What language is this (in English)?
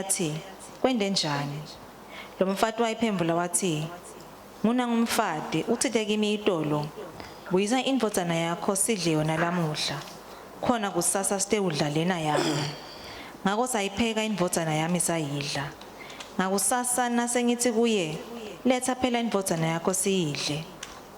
Swati